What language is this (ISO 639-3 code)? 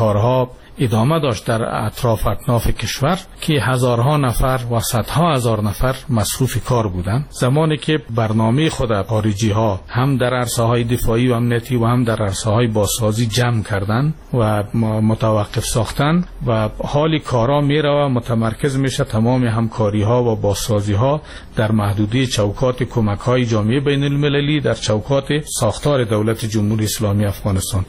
fas